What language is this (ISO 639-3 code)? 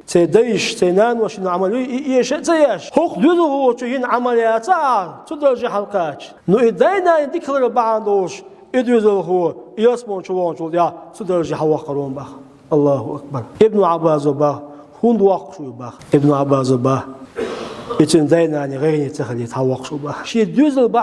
che